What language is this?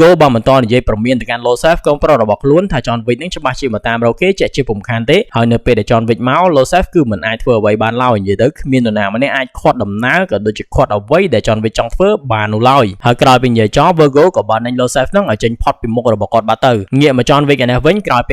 Khmer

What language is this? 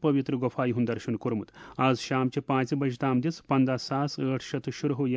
Kashmiri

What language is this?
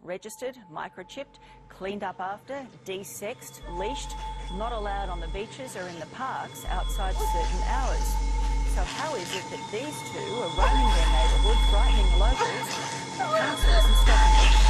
English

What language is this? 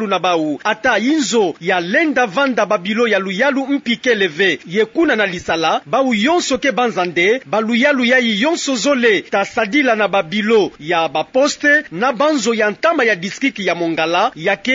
Kituba (Democratic Republic of Congo)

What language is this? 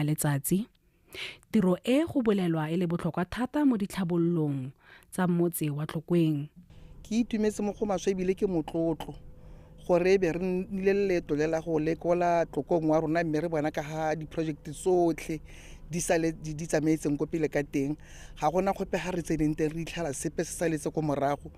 Tswana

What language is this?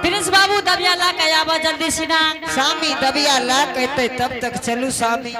Angika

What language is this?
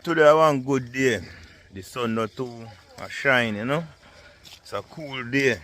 Jamaican Creole English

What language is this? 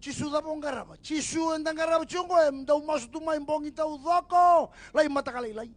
Fijian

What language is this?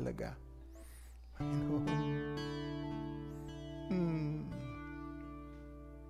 Filipino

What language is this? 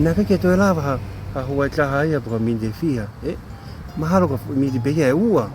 Tongan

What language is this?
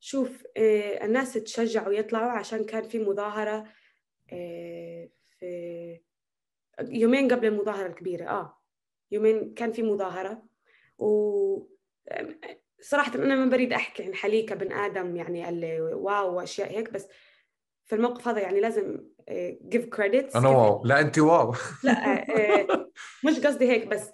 North Levantine Arabic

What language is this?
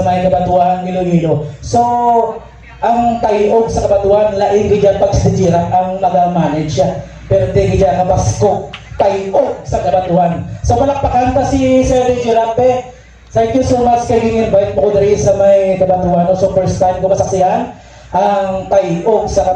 Hiligaynon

